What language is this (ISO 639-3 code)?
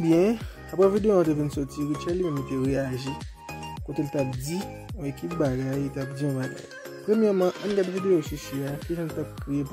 hat